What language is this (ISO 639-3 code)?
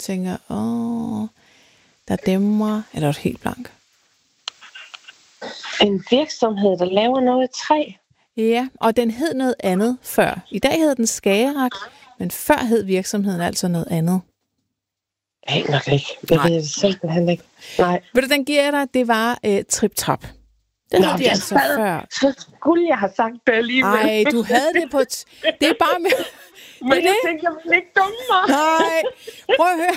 dan